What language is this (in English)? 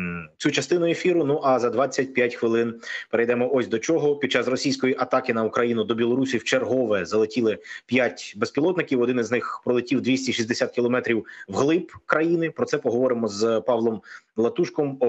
Ukrainian